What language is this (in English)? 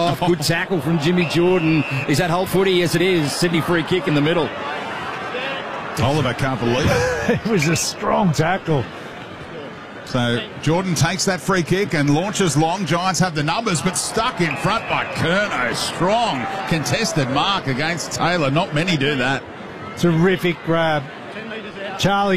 English